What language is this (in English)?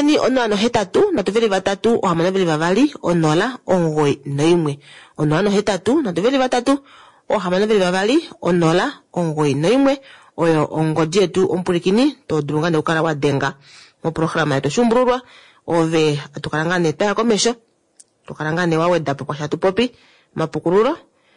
Kuanyama